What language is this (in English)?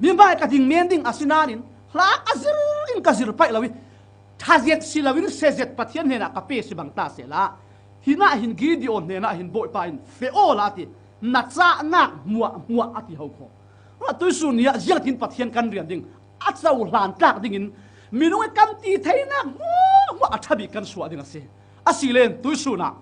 Falam Chin